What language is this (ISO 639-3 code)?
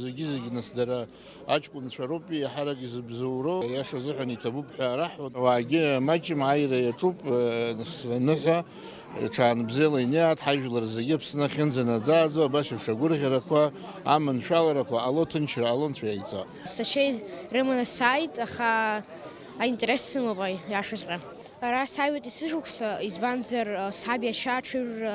abk